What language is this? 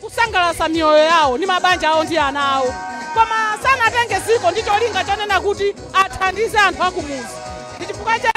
Nyanja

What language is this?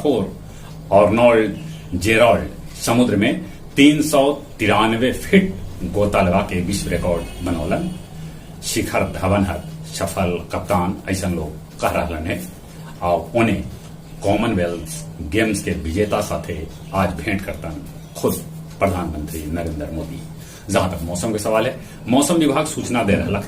Magahi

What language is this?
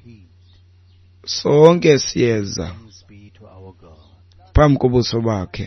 Xhosa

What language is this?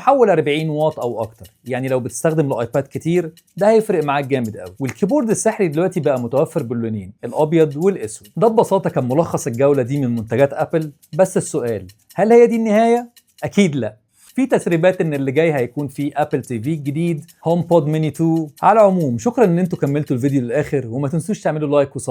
Egyptian Arabic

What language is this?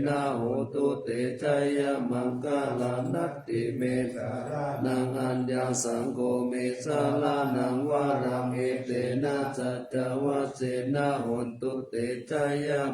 Pali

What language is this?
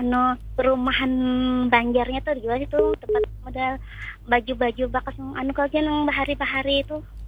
Banjar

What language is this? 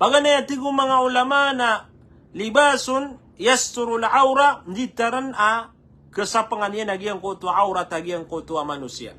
Maranao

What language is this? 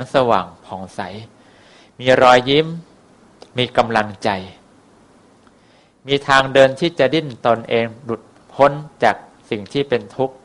Thai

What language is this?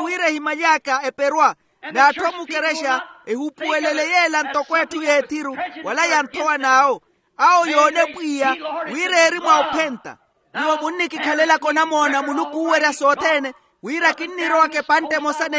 Makhuwa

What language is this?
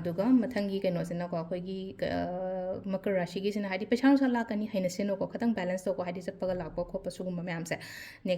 Manipuri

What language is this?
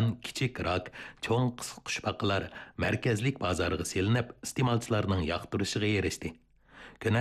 Uyghur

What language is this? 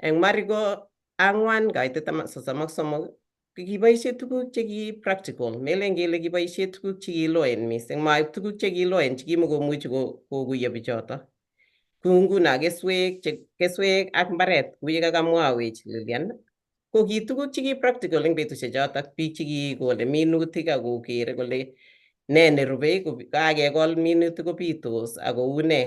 Kalenjin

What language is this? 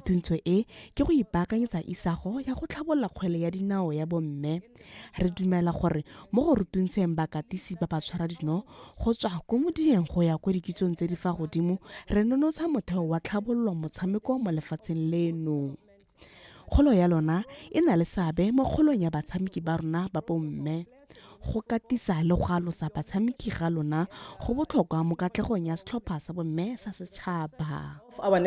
Tswana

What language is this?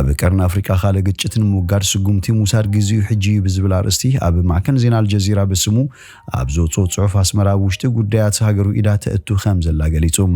Tigrinya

